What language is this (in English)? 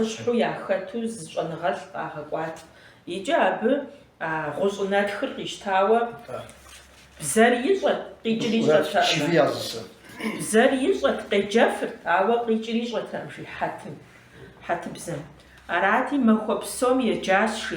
Kabardian